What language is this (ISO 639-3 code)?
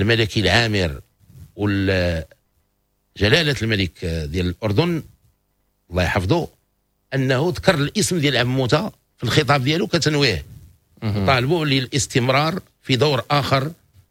ary